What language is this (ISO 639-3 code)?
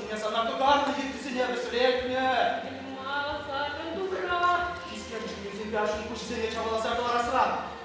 chv